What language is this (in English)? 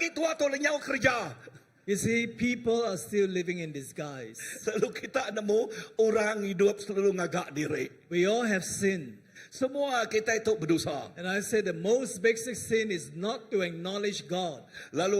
Iban